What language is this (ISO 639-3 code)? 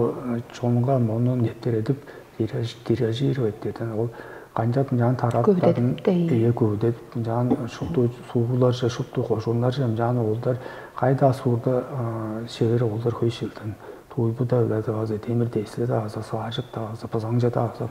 tyv